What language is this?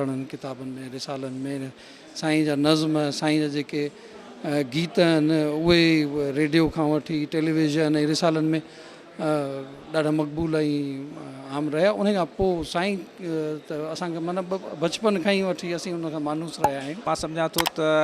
Sindhi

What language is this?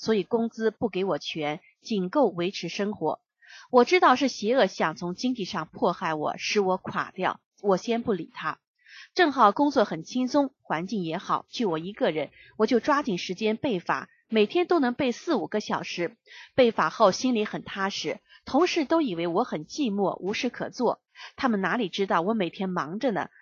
Chinese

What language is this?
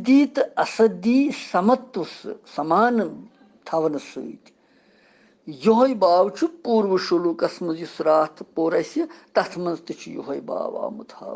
Kashmiri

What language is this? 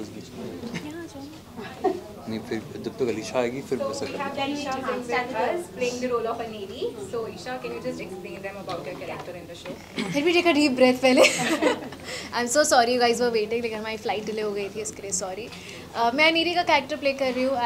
Hindi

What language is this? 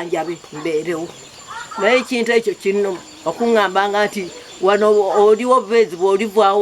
Ganda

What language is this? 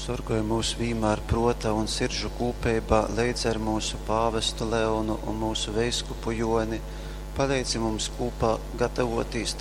Latgalian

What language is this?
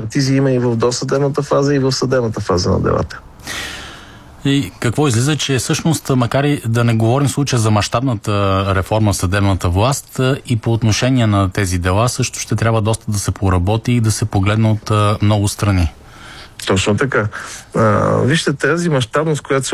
Bulgarian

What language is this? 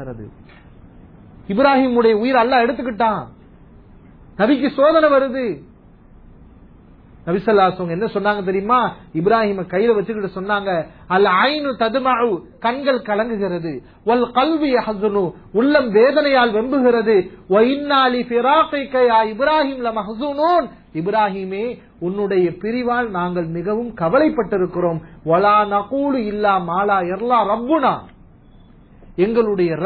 Tamil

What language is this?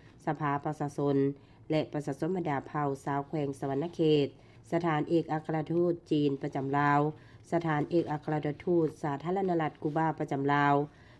Lao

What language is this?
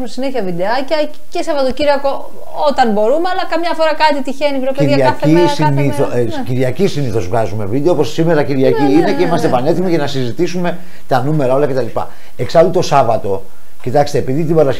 Greek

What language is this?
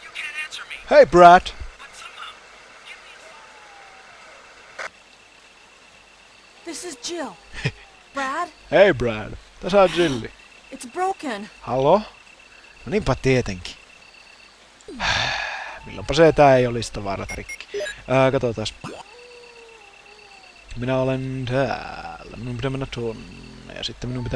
Finnish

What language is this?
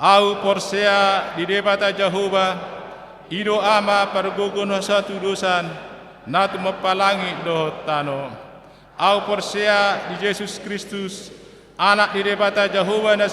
Batak Toba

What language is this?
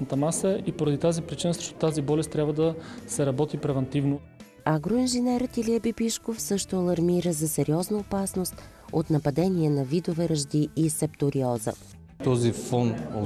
Bulgarian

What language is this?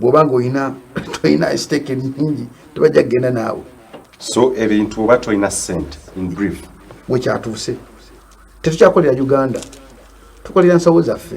Ganda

